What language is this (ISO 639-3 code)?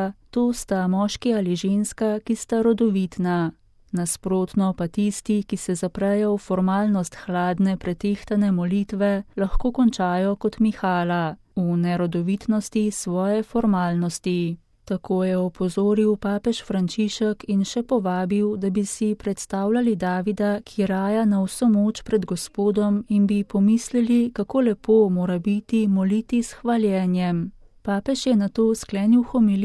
slv